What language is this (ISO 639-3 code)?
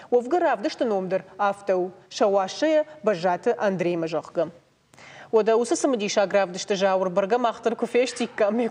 oss